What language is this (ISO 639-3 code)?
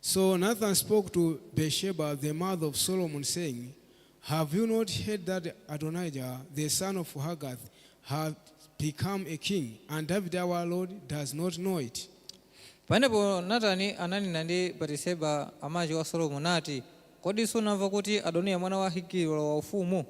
nya